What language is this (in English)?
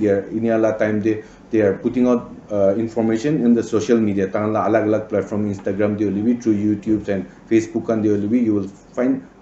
Naga Pidgin